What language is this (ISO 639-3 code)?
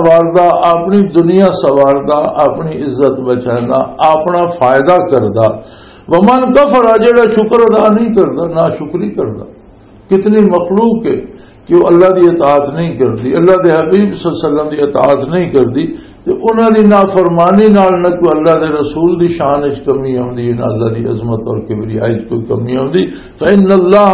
lah